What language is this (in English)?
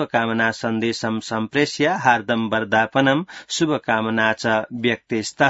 Sanskrit